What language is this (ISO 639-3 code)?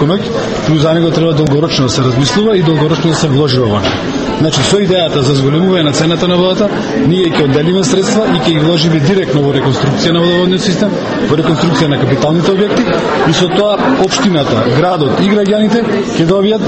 mkd